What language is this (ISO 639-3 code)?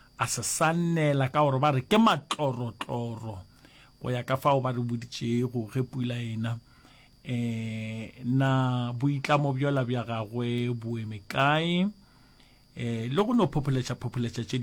nso